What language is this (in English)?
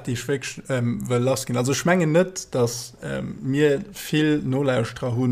Luxembourgish